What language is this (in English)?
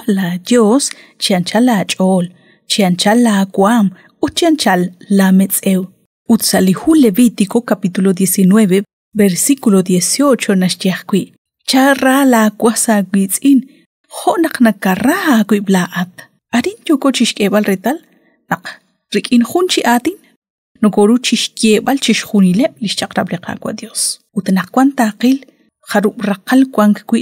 Kekchí